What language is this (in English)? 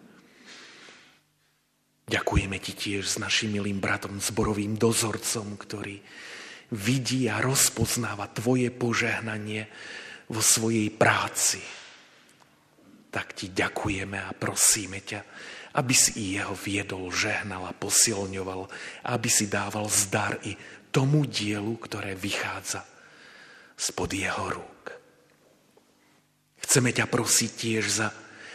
Slovak